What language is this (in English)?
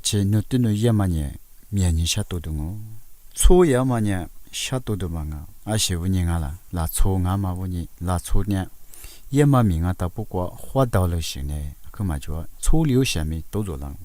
Lisu